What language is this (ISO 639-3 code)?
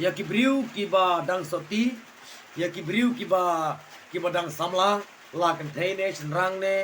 kha